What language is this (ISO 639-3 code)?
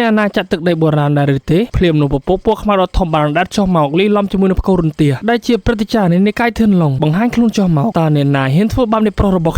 khm